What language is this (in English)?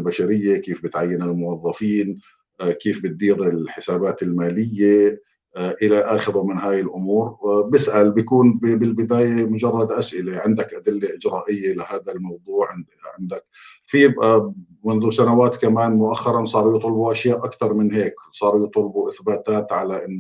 North Levantine Arabic